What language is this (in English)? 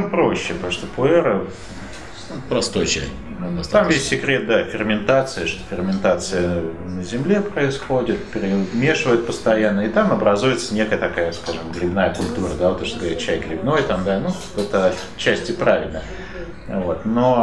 Russian